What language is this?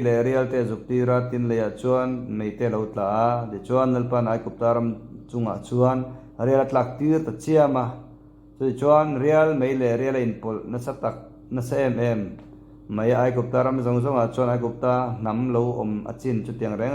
Mizo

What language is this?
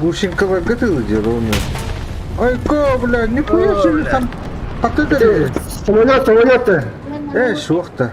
Yakut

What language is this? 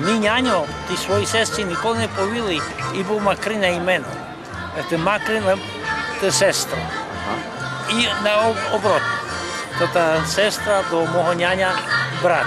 Rusyn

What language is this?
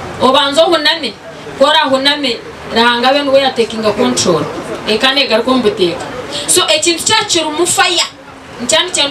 Nyankole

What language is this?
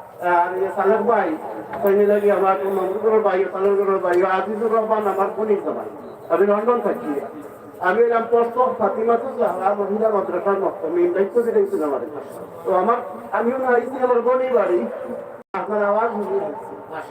Sylheti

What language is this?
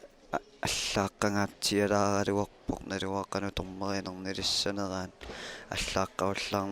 Kalaallisut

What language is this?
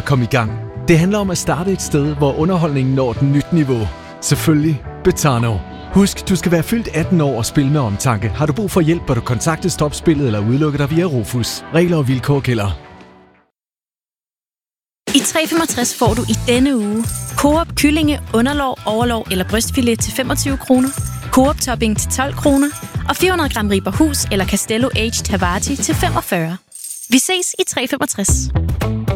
Danish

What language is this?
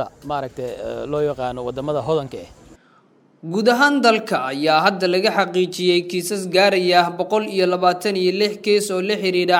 Somali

